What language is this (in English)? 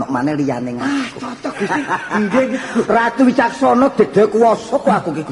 Javanese